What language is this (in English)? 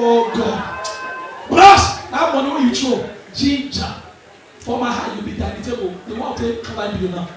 Nigerian Pidgin